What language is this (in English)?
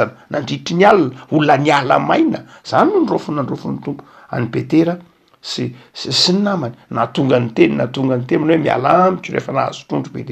Malagasy